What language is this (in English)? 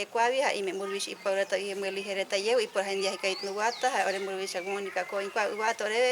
Guarani